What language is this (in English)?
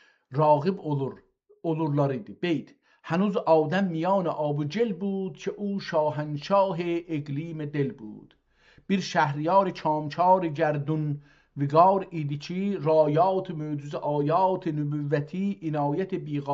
South Azerbaijani